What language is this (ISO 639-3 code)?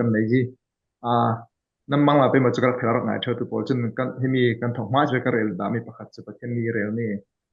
cfm